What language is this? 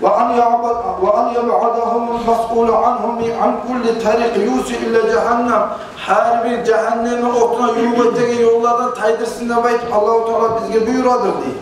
Kumyk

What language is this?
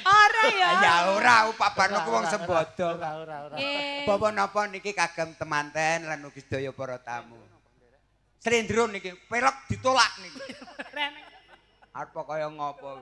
Javanese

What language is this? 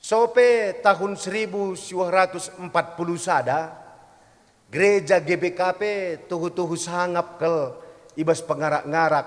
Batak Karo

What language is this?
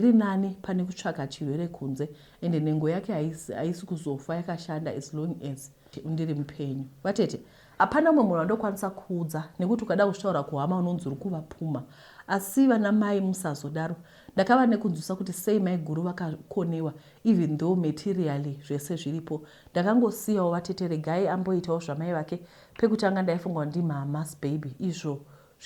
Shona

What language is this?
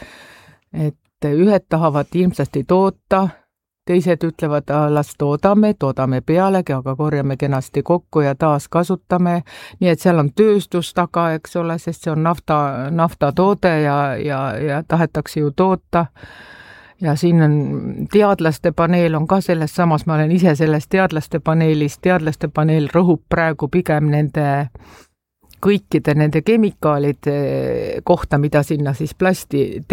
Estonian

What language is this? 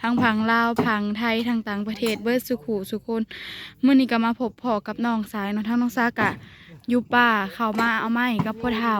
Northeastern Thai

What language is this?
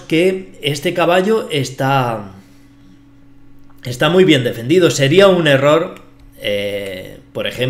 Spanish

